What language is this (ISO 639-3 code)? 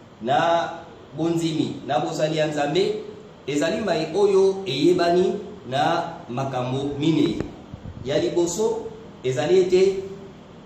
lin